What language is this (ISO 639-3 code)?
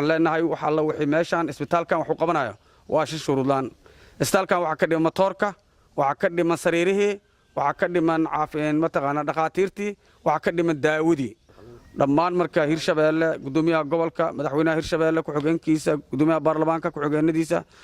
som